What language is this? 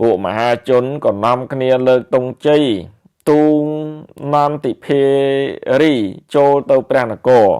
Khmer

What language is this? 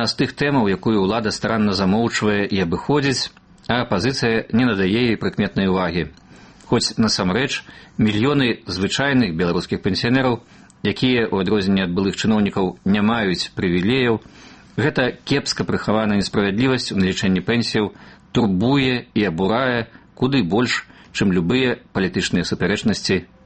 Belarusian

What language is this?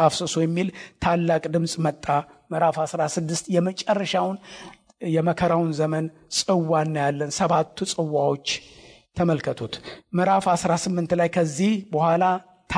Amharic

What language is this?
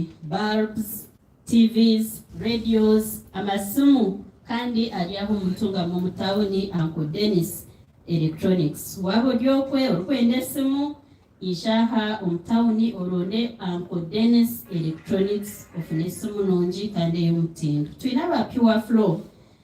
Nyankole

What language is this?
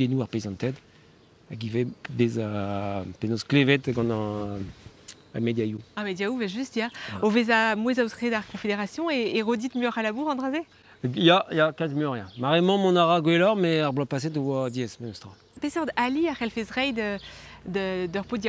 Breton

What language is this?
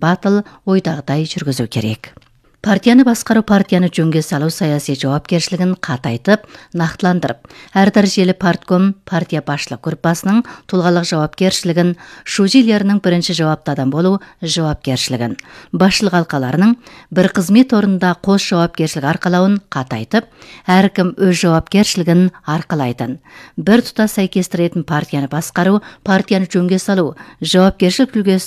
Kazakh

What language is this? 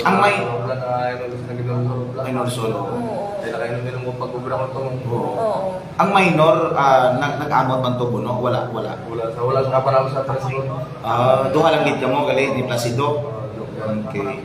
Hiligaynon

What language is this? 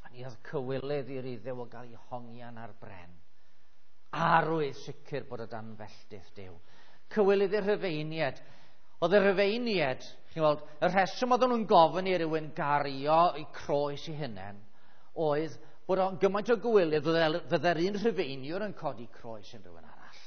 Welsh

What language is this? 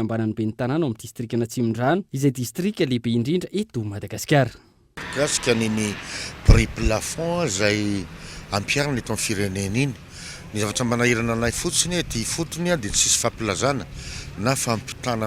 Malagasy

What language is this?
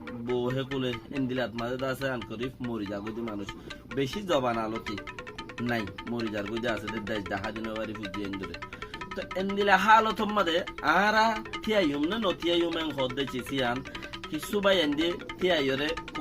Rohingya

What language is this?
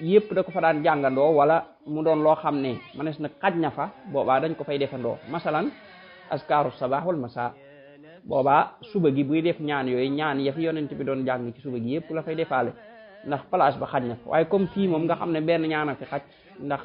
Wolof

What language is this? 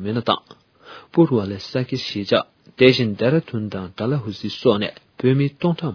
Tibetan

